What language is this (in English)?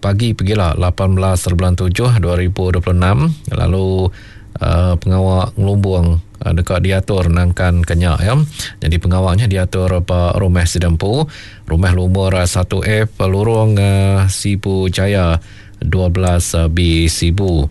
Iban